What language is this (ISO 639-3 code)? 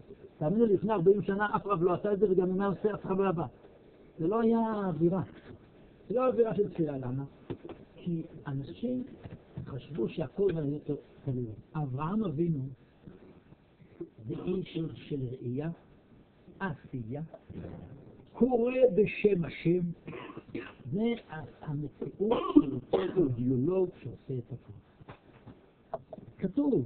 heb